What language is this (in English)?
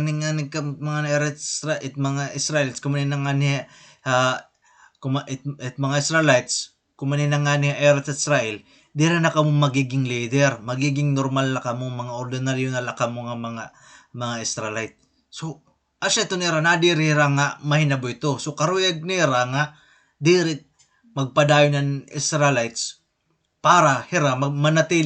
Waray